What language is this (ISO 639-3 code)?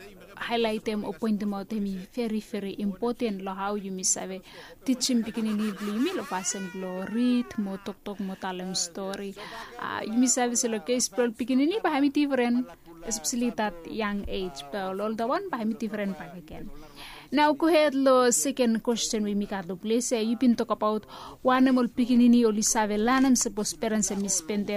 bis